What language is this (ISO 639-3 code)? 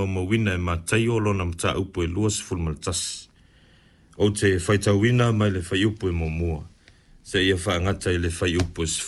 smo